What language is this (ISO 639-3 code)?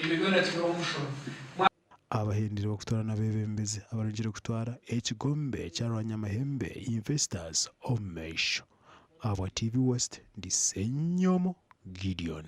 nyn